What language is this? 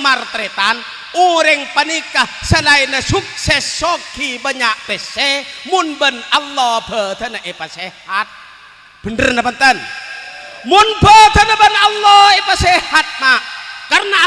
Madurese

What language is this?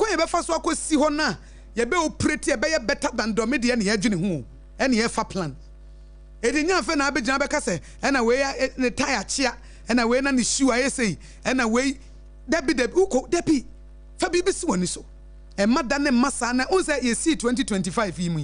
Akan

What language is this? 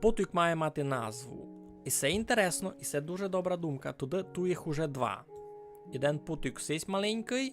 Rusyn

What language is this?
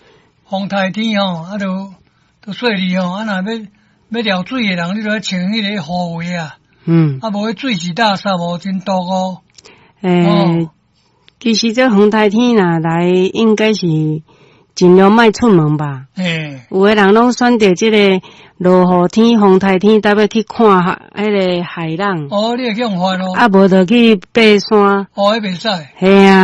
Min Nan Chinese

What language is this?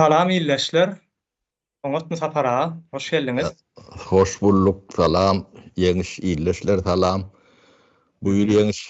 Turkmen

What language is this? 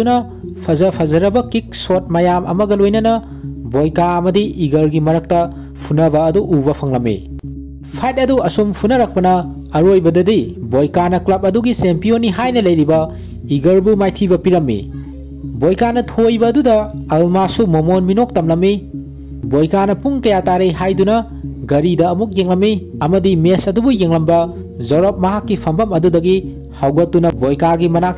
Manipuri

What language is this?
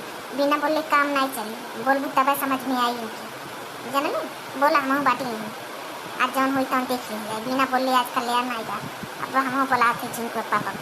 Awadhi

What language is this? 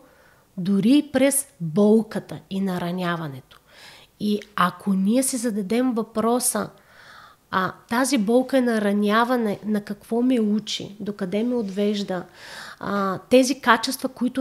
Bulgarian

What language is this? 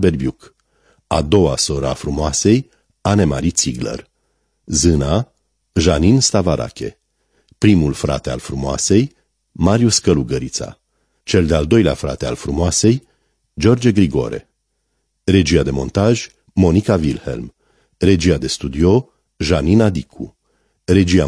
Romanian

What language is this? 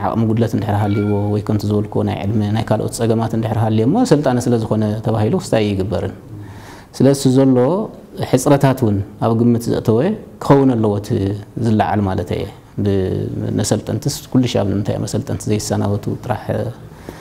Tigrinya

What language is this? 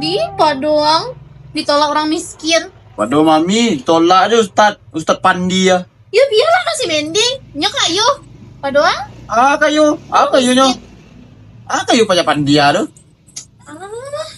Minangkabau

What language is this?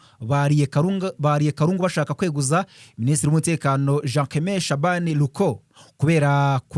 Kinyarwanda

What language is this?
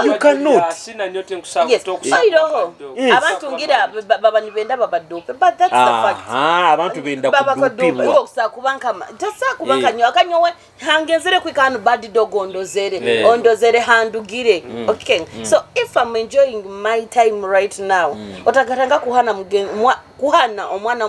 Nyoro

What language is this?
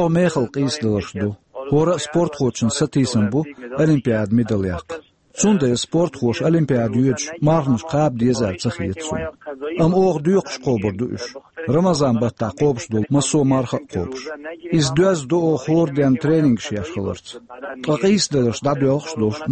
Chechen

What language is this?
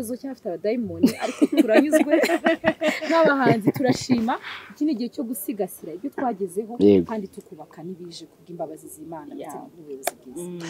Kinyarwanda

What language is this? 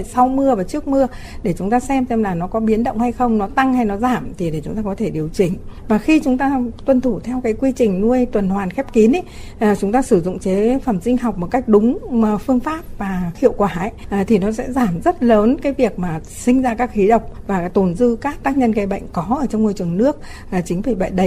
Vietnamese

